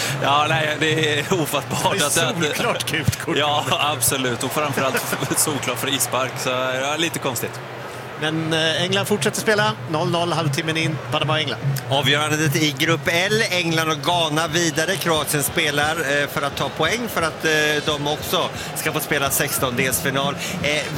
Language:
Swedish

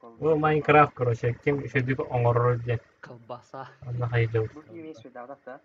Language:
Yakut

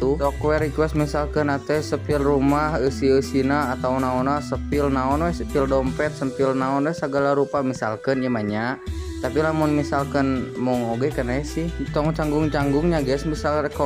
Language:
Sundanese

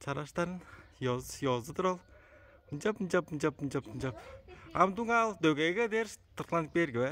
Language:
Tuvinian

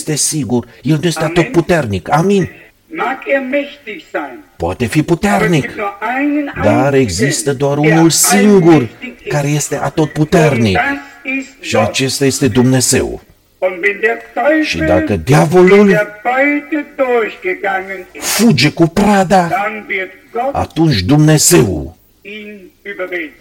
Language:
Romanian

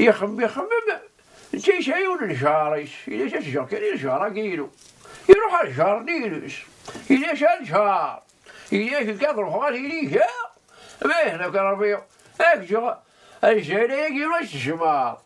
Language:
Kabyle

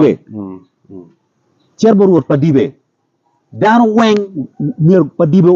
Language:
Acoli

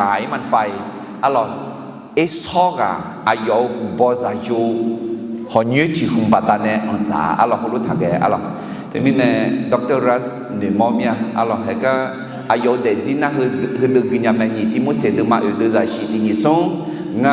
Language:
Akha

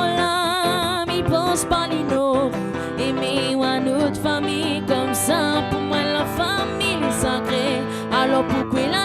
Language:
Réunion Creole French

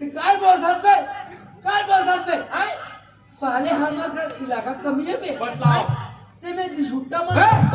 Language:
Chhattisgarhi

